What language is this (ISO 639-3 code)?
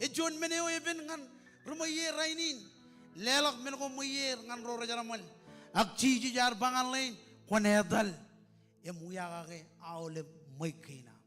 mah